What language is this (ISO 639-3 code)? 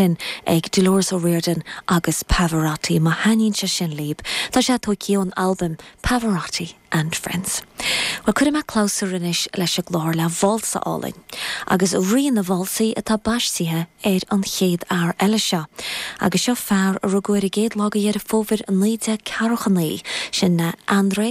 gle